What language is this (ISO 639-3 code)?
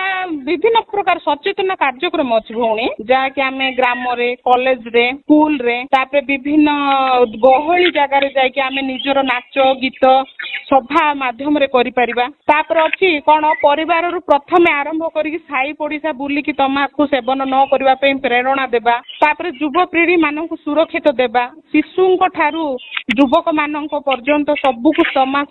ori